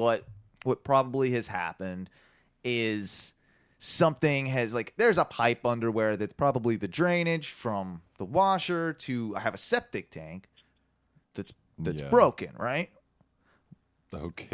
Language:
English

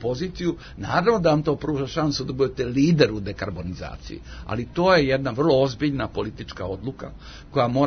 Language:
Serbian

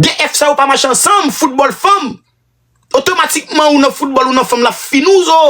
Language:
Haitian Creole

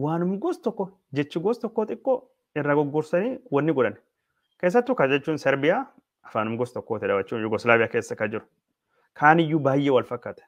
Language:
Oromo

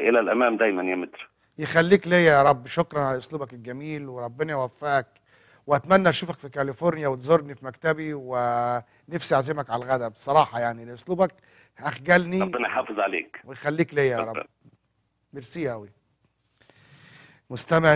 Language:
Egyptian Arabic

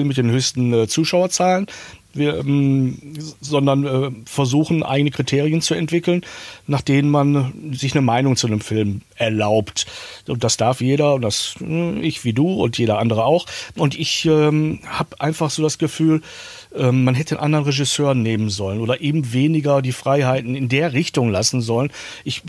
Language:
German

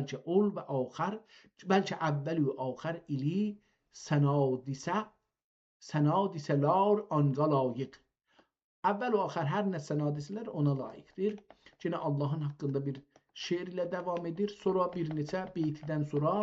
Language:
South Azerbaijani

